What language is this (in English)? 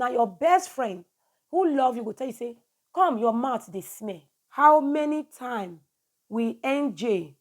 Nigerian Pidgin